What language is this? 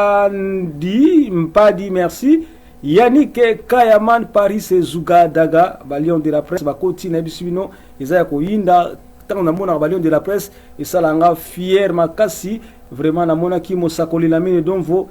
Lingala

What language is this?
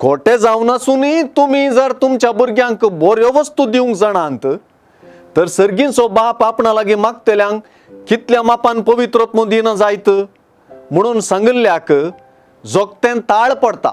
Konkani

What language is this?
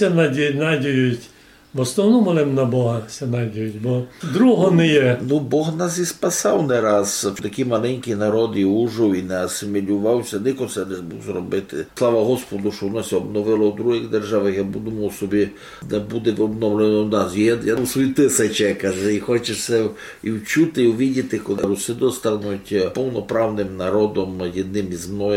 Rusyn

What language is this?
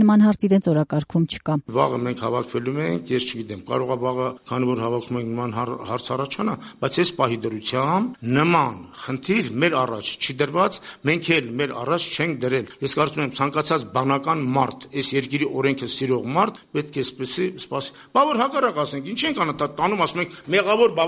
Armenian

